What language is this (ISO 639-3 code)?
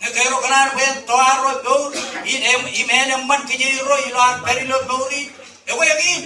mah